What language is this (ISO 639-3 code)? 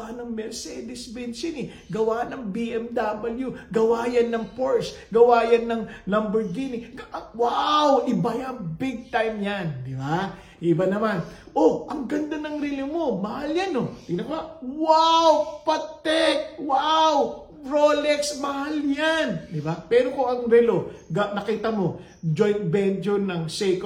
fil